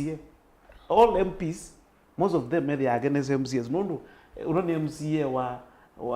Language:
Kamba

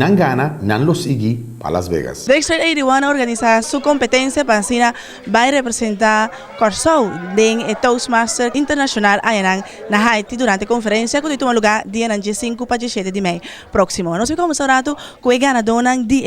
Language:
Papiamento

